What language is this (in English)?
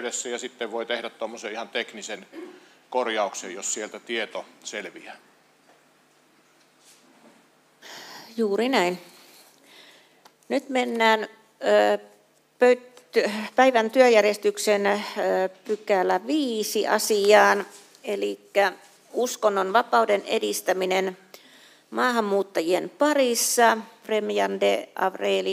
Finnish